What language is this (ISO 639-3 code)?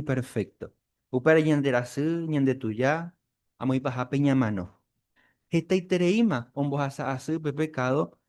grn